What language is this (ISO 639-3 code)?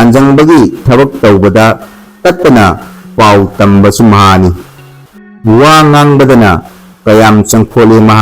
mni